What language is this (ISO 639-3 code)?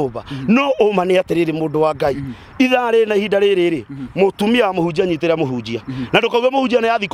kik